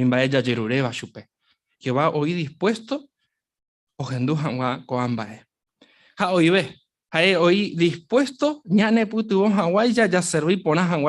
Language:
Guarani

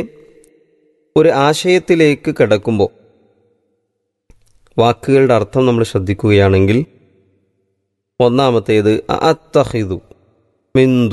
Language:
Malayalam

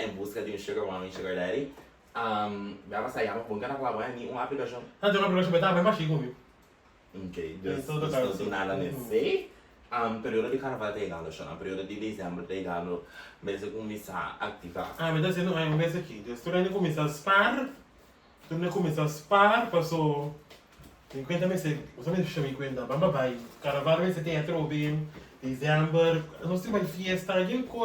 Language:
Papiamento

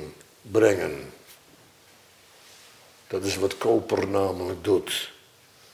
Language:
Dutch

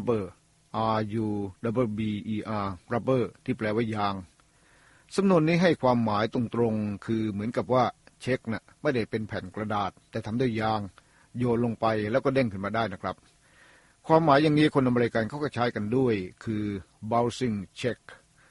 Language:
Thai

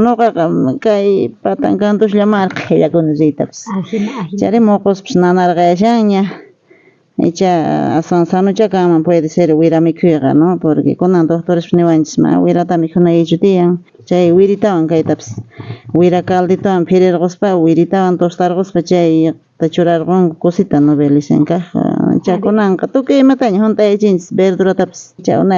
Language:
South Bolivian Quechua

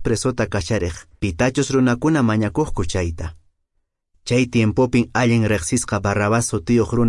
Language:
Quechua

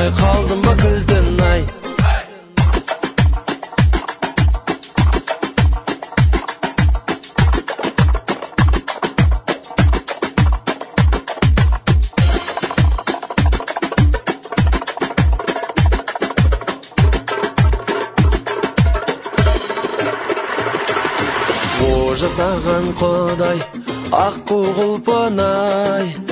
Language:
Kazakh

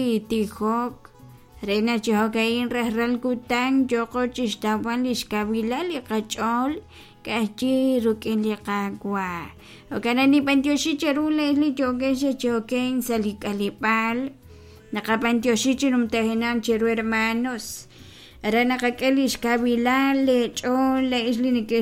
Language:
Kekchí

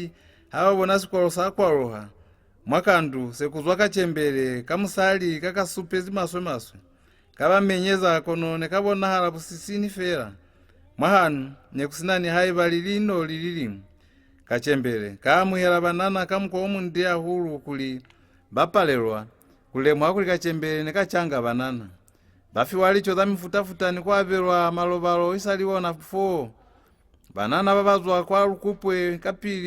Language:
Lozi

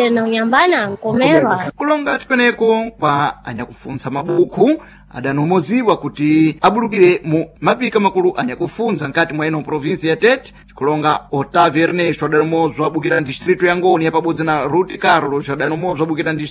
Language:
Sena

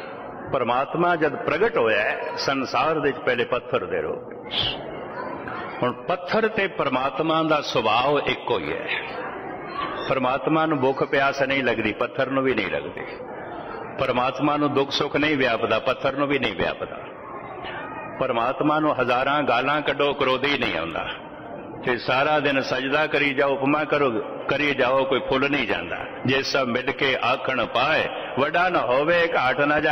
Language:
Punjabi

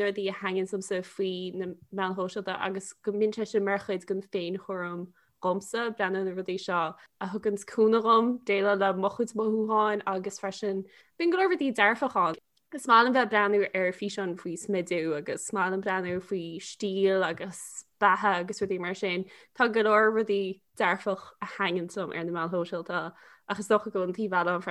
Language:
Irish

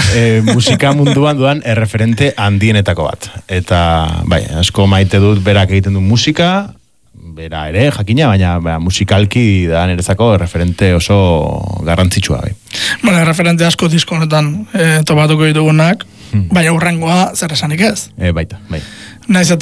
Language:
Basque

